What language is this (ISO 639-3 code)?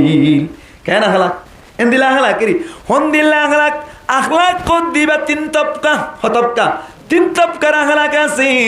rhg